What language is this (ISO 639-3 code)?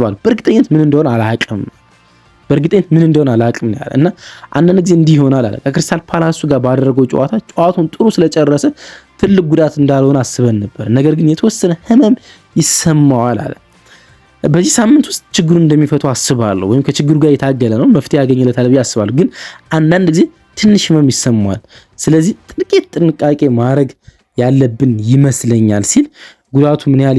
amh